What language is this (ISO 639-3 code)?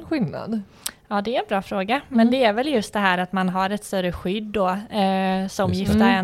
swe